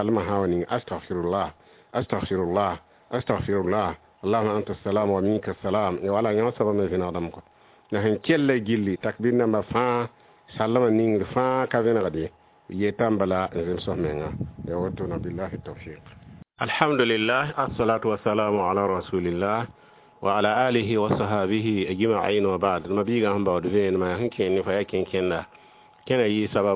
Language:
Mossi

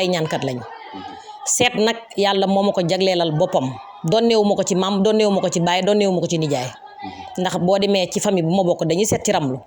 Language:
Wolof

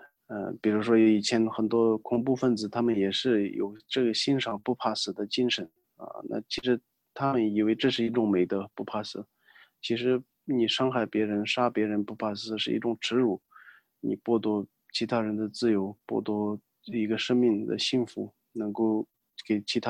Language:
Chinese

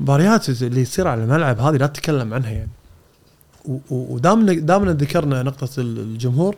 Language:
Gulf Arabic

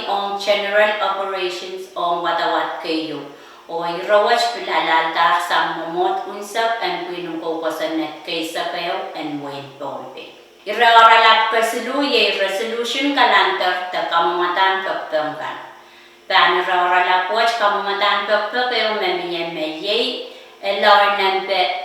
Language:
Pohnpeian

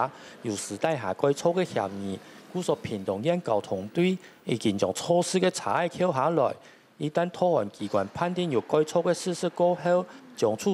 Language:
Hakka Chinese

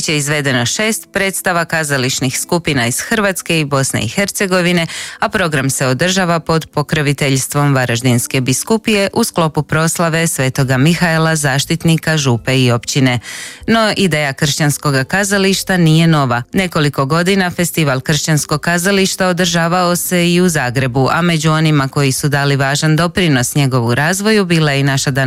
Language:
Croatian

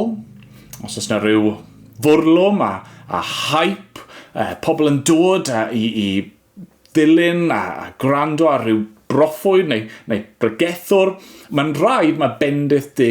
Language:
Welsh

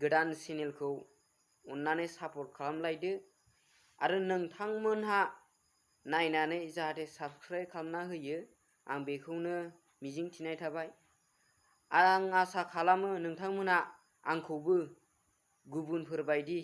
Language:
Bodo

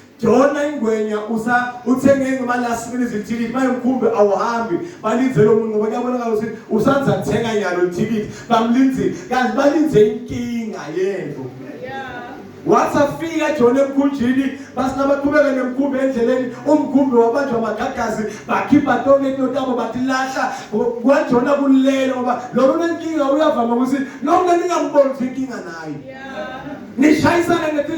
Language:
Zulu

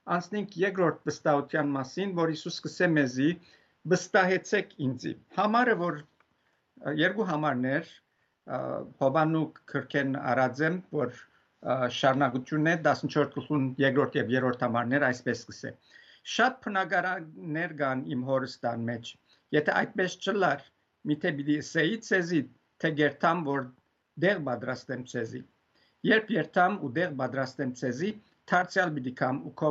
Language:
Western Armenian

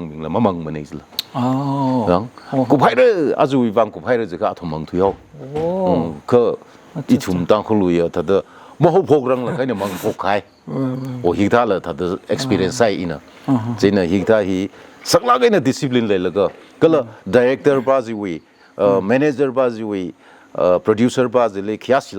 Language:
Tangkhul Naga (India)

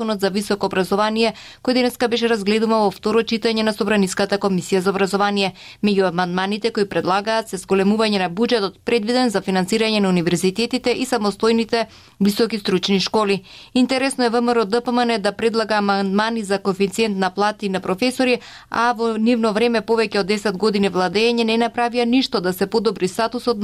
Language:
Macedonian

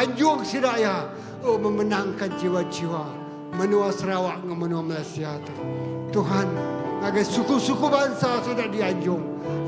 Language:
Iban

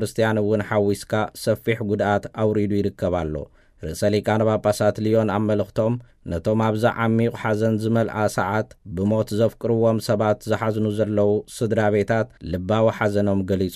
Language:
Tigrinya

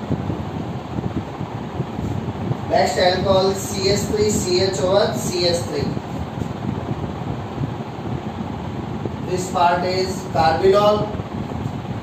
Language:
Hindi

